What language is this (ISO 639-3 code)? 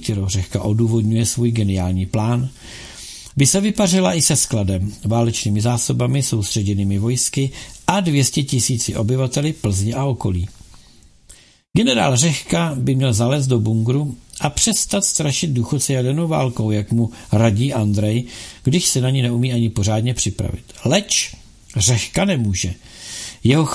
ces